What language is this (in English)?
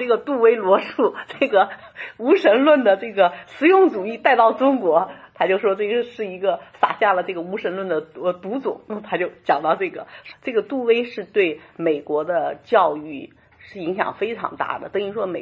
Chinese